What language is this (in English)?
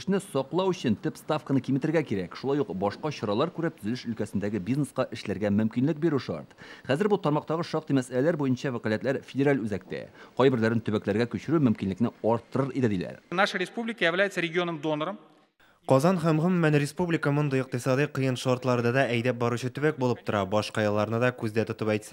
Tatar